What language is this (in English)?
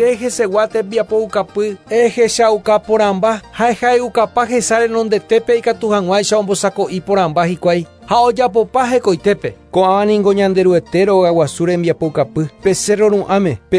Guarani